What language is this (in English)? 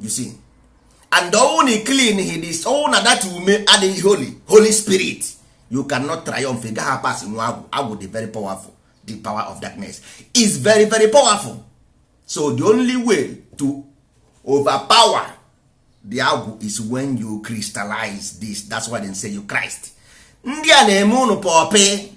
Igbo